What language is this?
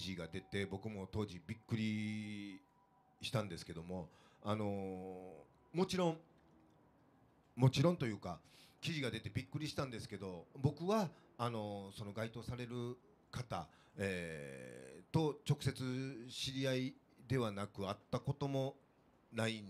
Japanese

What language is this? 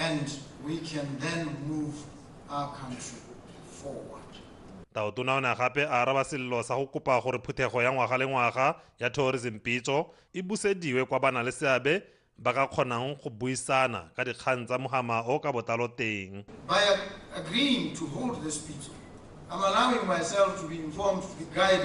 Tswana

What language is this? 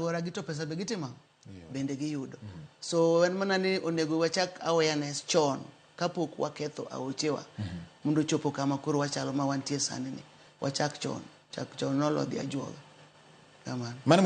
Luo (Kenya and Tanzania)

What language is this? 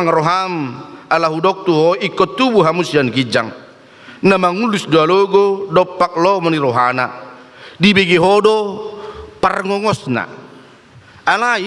Batak Toba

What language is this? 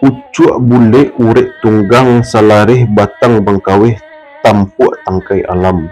Minangkabau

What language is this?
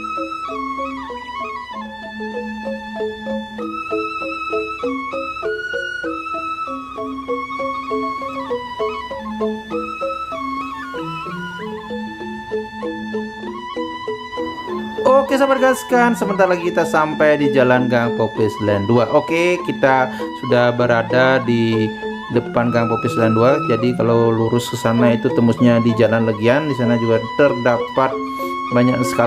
Indonesian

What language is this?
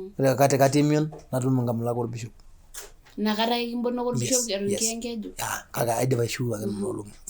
Masai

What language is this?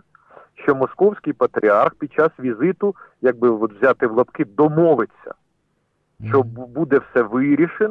Ukrainian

